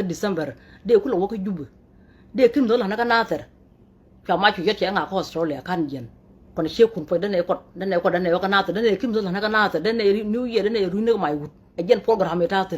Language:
Nuer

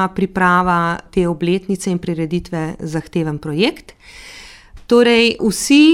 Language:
Slovenian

